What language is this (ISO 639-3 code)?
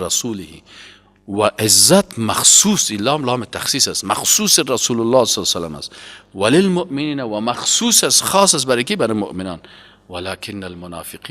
fas